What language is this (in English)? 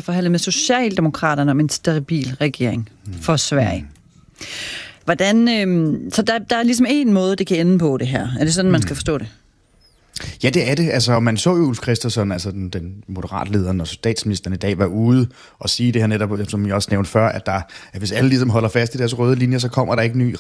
Danish